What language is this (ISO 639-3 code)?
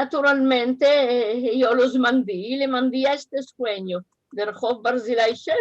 lad